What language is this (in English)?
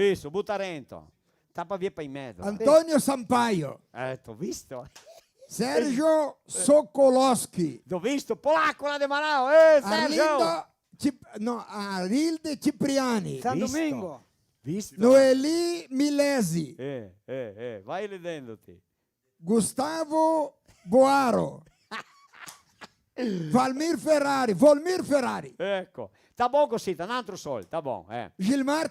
Venetian